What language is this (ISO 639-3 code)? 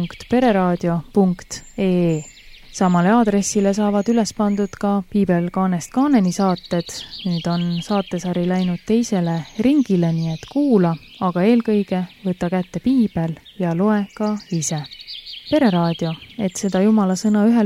est